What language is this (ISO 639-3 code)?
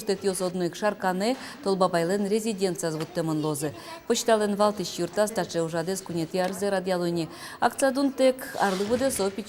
udm